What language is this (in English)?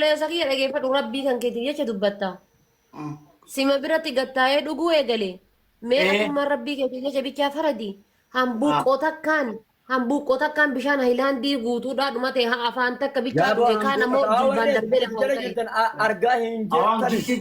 Oromo